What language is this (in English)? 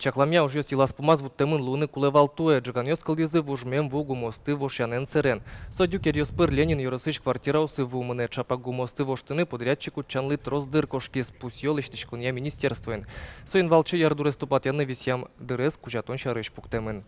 Udmurt